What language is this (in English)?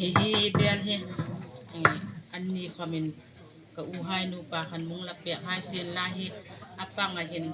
Hmar